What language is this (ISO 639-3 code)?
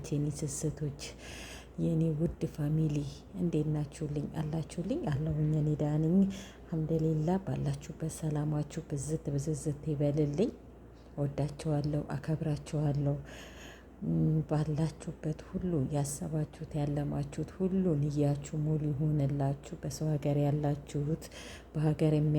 amh